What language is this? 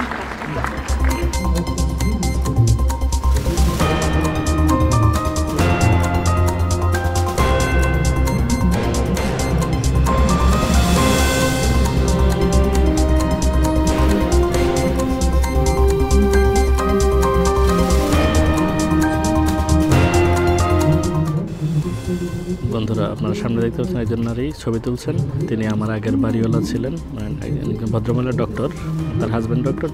Bangla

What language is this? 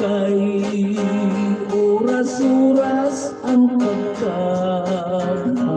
Hiligaynon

